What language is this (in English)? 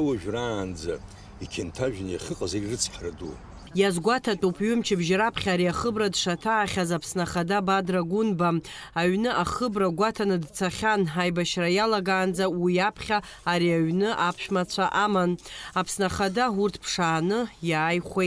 Abkhazian